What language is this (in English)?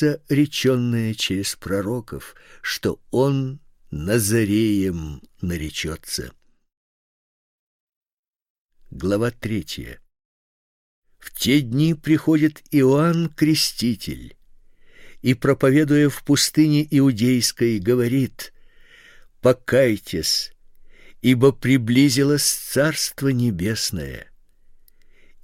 Russian